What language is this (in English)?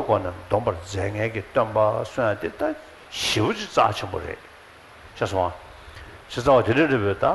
Tibetan